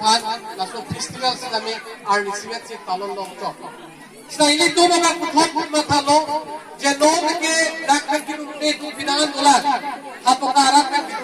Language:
Karbi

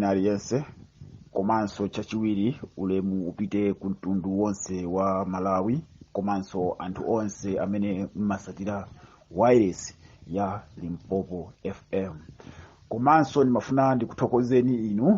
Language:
Nyanja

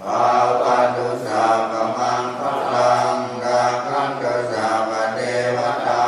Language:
Pali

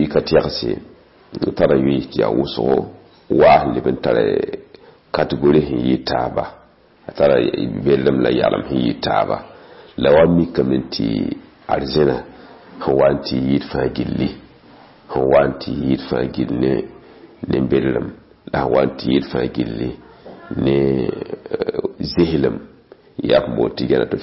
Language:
Mossi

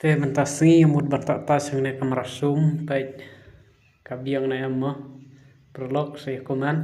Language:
Khasi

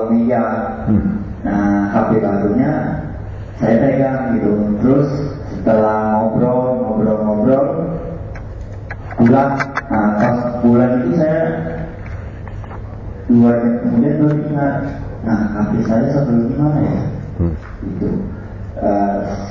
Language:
Indonesian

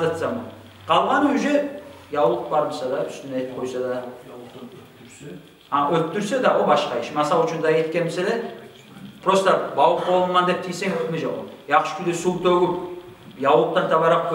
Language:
Kumyk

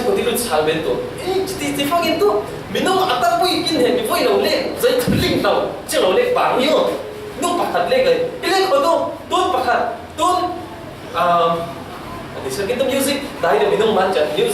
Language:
Falam Chin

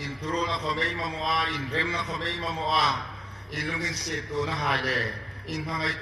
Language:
Hmar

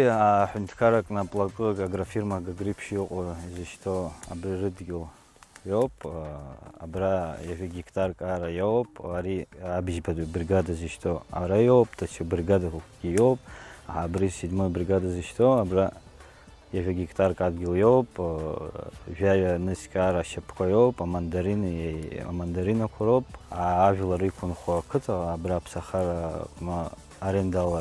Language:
Abkhazian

